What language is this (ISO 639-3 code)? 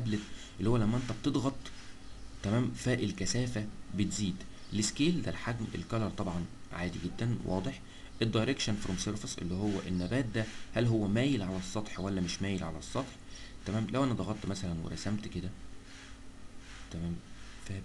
arz